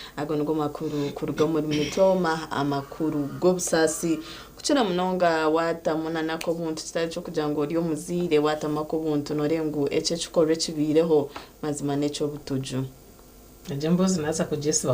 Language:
Nyankole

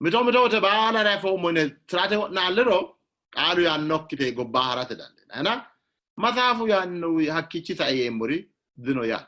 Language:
Sidamo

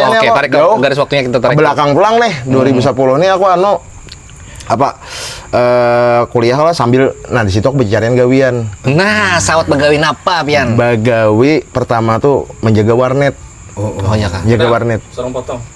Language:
Banjar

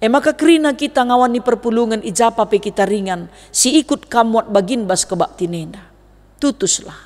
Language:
Batak Karo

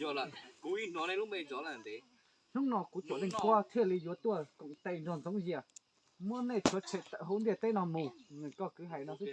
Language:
Hmong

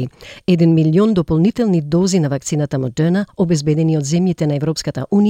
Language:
Macedonian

